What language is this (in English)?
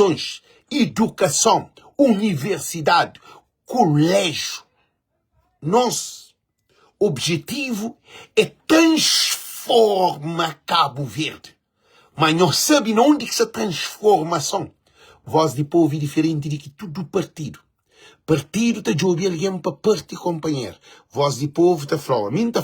Kabuverdianu